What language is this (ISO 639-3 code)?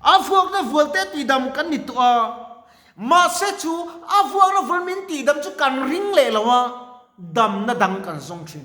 lus